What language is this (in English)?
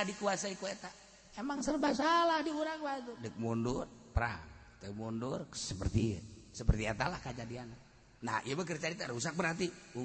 Sundanese